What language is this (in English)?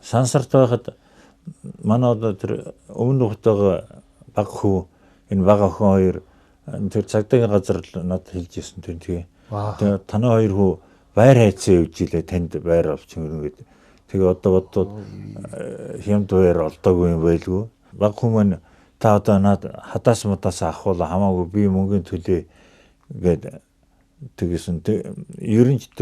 Mongolian